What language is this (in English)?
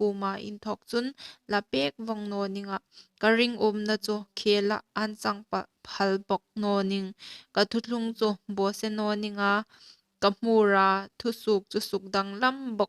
Hmar